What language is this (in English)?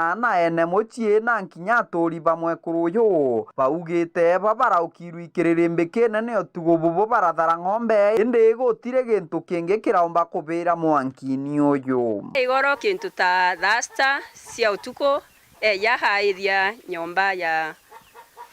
Meru